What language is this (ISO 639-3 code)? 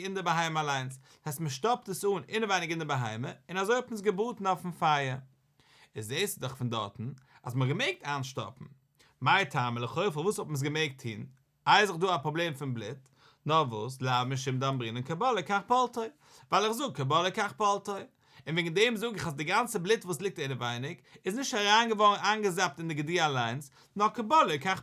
yid